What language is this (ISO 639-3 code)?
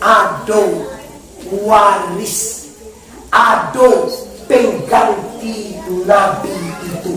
min